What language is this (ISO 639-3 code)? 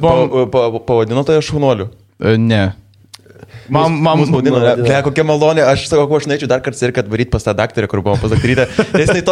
lit